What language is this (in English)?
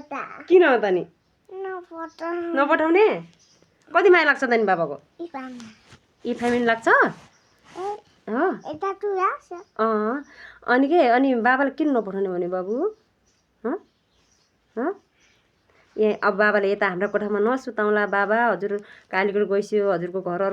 Nepali